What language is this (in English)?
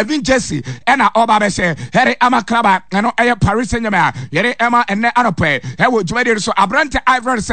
Akan